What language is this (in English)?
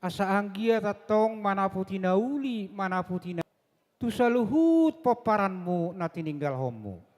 Batak Toba